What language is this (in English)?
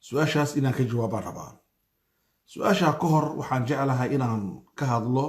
Somali